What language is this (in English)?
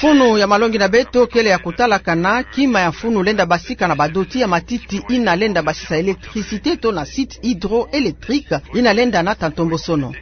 Kituba (Democratic Republic of Congo)